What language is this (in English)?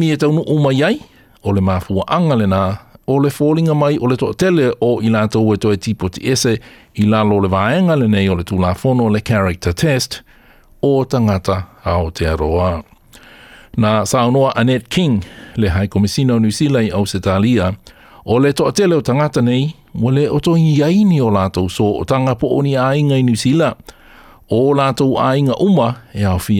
Samoan